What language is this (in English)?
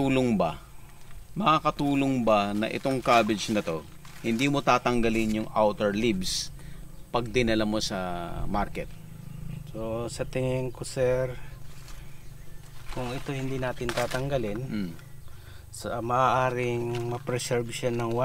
Filipino